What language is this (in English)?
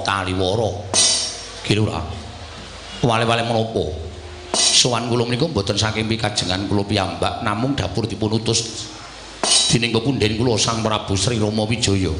Javanese